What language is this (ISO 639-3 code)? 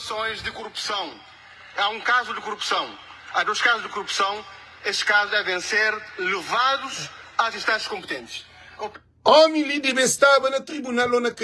kea